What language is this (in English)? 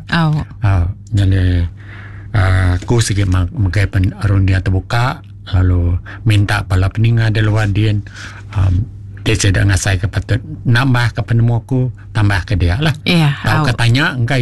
Iban